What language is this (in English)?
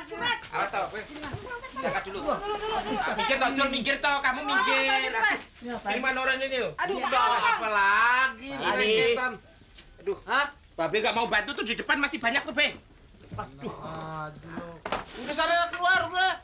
Betawi